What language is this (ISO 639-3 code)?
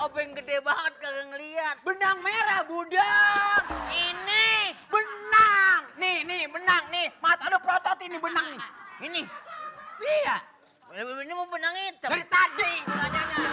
bew